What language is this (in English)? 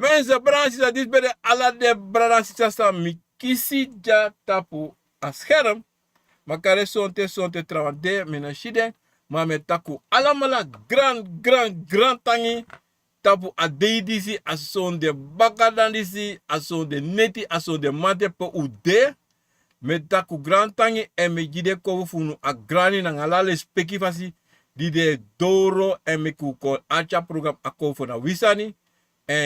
Sranan Tongo